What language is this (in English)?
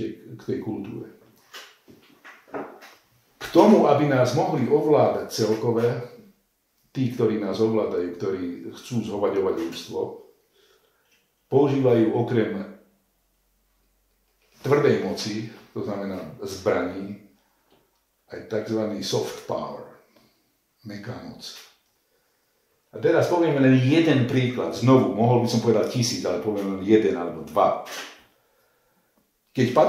Slovak